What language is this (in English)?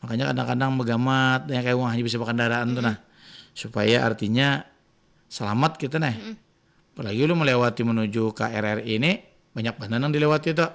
Banjar